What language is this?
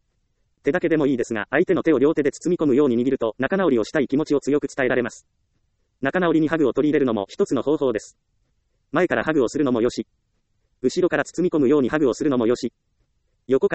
Japanese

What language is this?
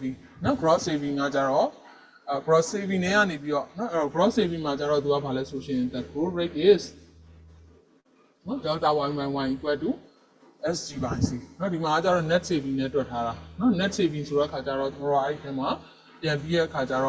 Burmese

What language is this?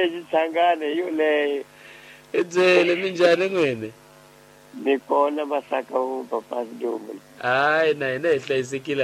Tsonga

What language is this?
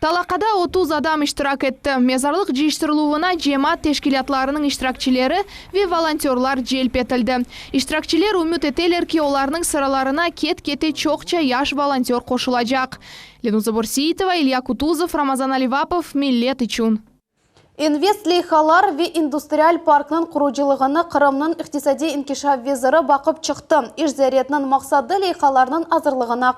Crimean Tatar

